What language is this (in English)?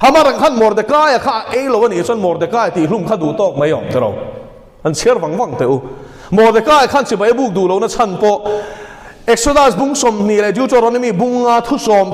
Mizo